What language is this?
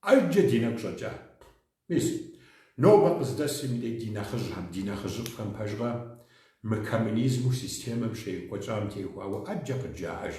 Kabardian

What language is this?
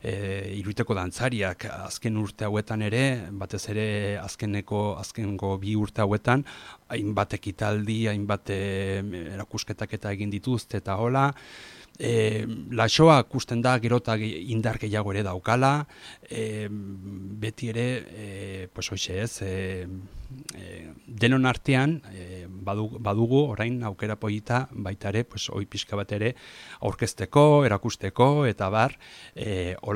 Basque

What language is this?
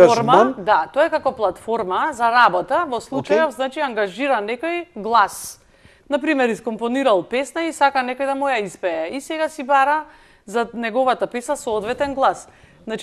Macedonian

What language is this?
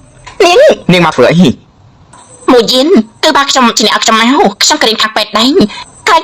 Khmer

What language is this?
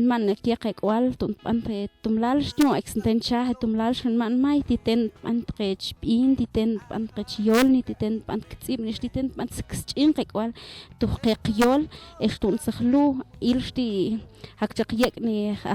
Mam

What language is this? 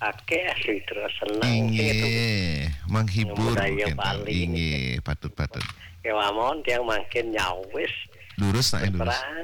Balinese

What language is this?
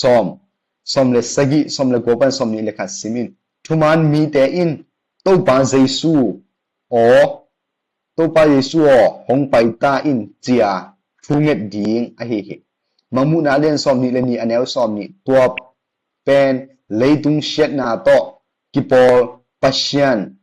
Tedim Chin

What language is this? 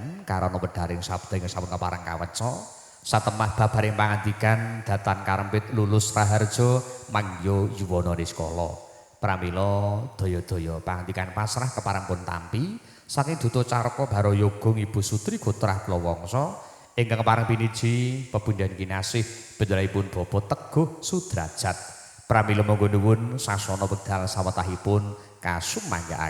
Javanese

